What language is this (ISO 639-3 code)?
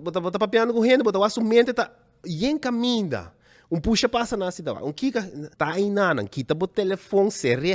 pap